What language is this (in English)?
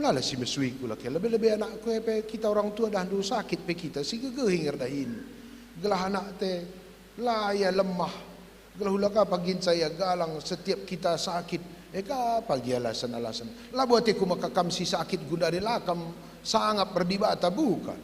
Batak Karo